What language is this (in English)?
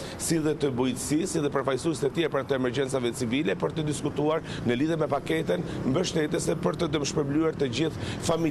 Albanian